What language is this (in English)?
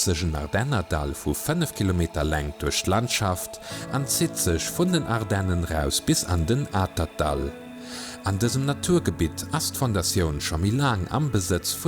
Luxembourgish